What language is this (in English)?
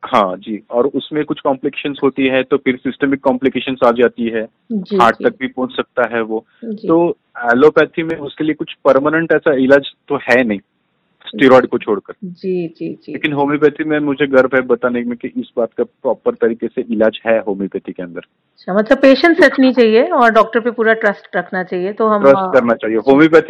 Hindi